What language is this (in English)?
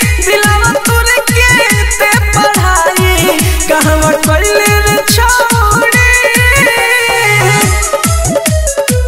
Bhojpuri